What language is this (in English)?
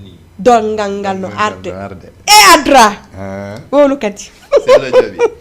Fula